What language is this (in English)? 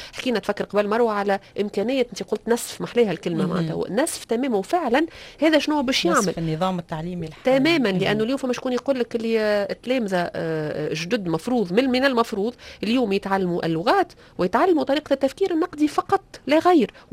Tunisian Arabic